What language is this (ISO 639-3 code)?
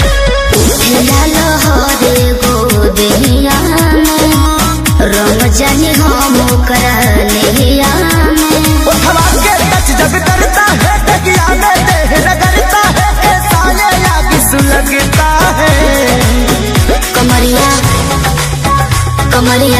bho